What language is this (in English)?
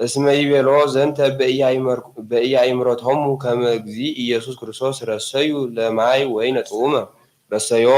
Geez